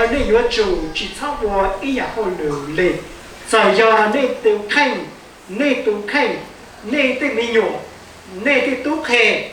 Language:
Hmong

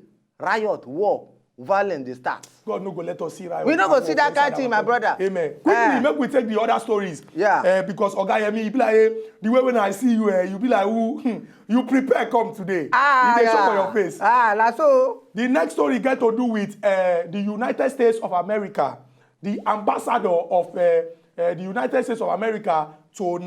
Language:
Nigerian Pidgin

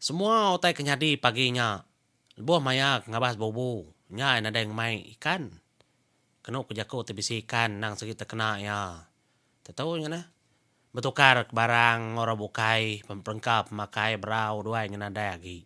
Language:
Iban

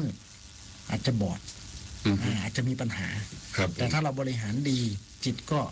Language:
Thai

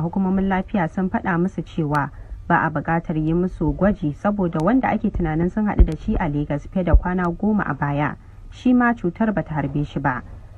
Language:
Hausa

